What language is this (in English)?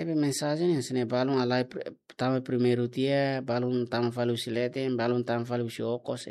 Tetum